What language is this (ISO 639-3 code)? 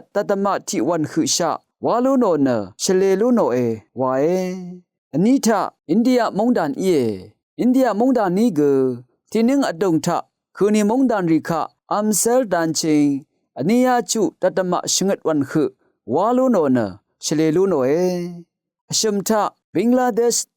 raw